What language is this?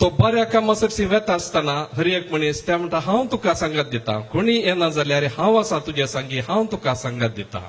Konkani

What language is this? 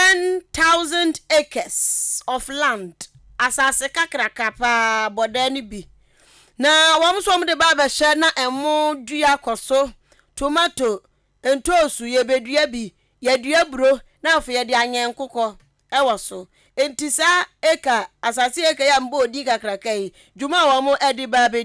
Akan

